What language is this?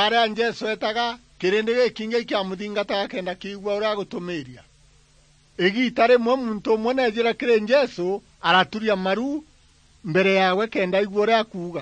Meru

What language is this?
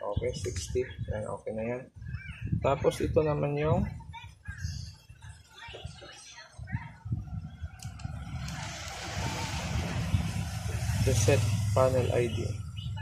Filipino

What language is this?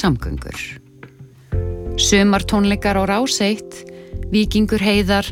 Icelandic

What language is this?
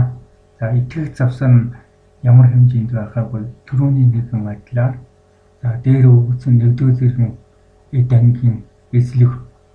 Mongolian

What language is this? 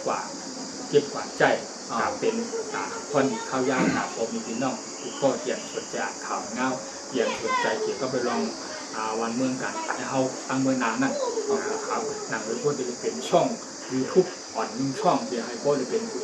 Shan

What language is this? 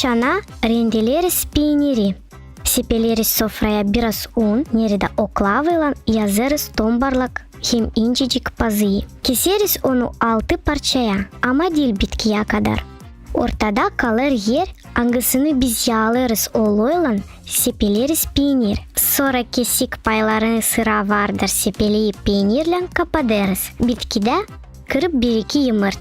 Gagauz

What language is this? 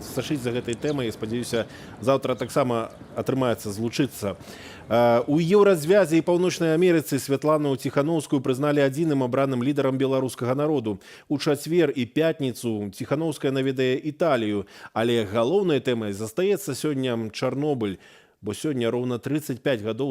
Belarusian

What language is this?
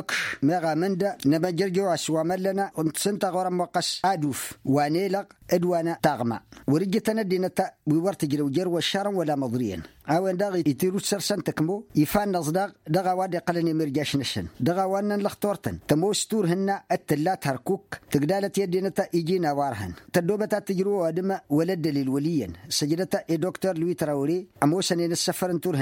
Tamasheq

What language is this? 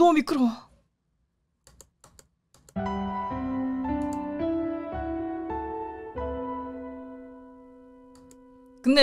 Korean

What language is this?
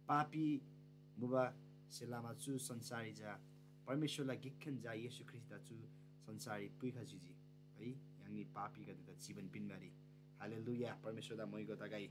Eastern Tamang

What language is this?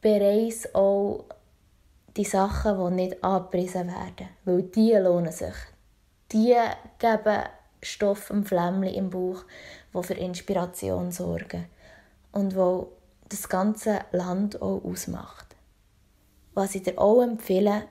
Swiss German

